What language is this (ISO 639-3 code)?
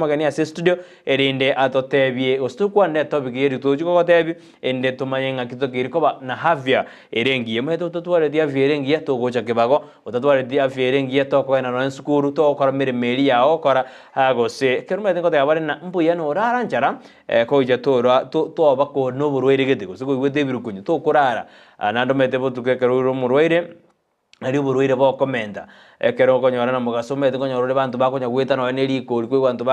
guz